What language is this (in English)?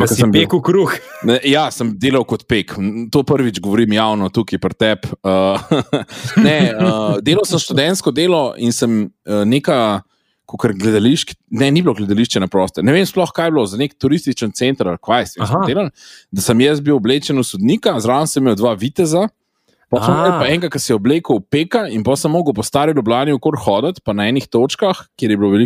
Slovenian